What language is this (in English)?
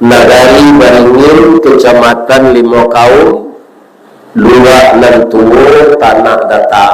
Minangkabau